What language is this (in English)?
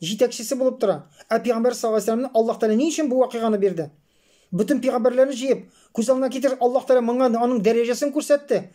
Tatar